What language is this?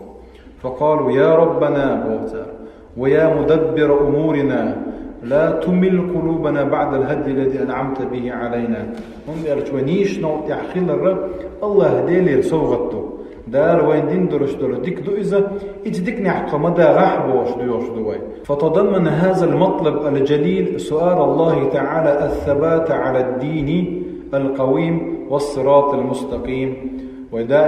Chechen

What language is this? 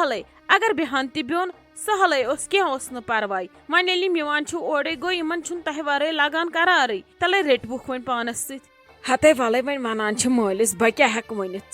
Kashmiri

